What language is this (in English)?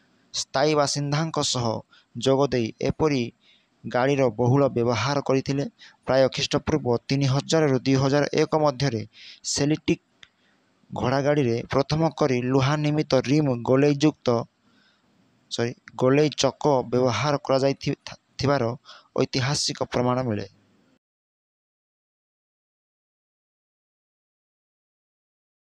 Odia